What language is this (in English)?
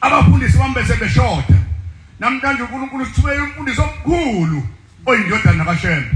Zulu